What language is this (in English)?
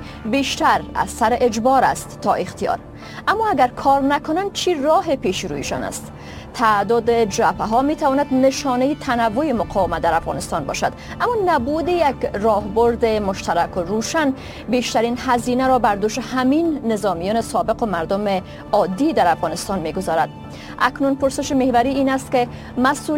Persian